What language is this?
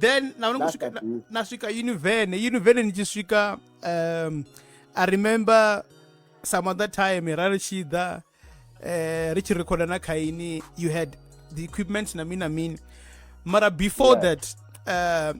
Venda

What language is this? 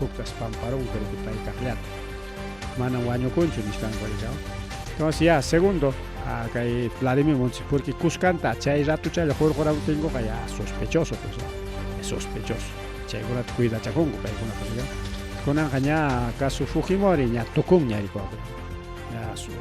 Ayacucho Quechua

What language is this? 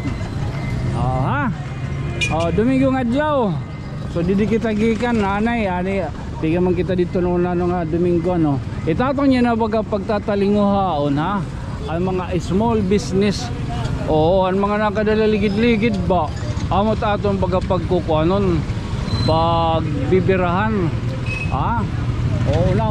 Waray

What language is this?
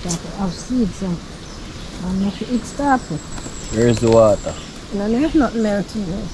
Jamaican Creole English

